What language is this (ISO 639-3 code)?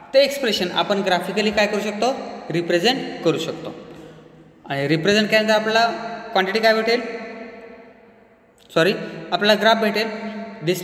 mar